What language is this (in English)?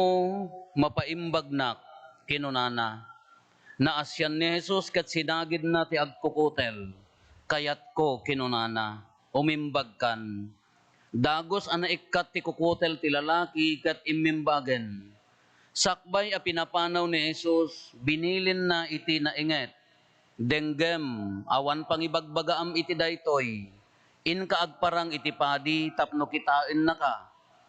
Iloko